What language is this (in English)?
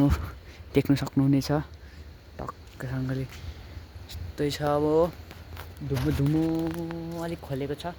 Nepali